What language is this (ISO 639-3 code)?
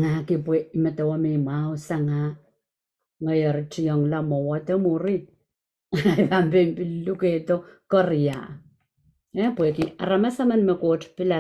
pon